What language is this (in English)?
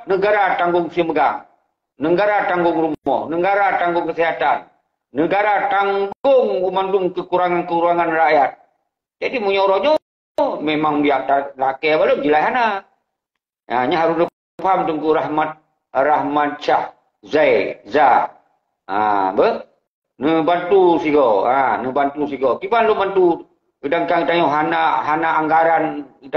Achinese